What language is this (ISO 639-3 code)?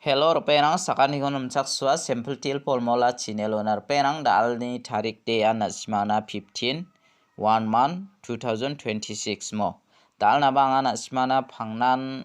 grt